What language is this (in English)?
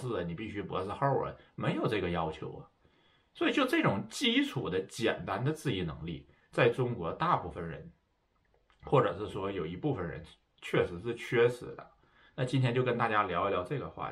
Chinese